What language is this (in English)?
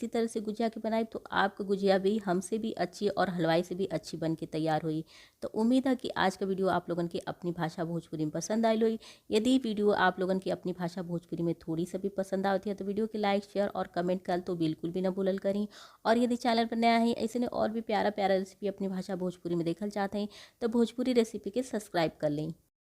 Bhojpuri